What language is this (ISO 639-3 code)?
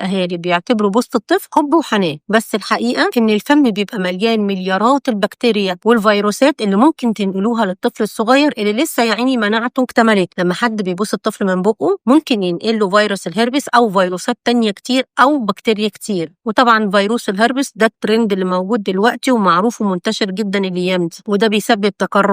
arz